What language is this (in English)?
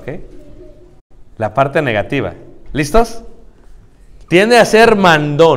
Spanish